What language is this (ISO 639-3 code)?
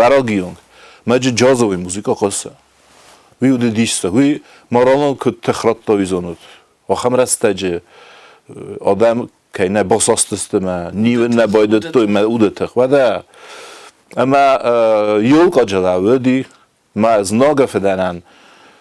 oss